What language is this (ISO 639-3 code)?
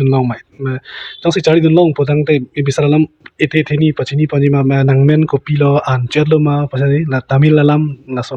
mjw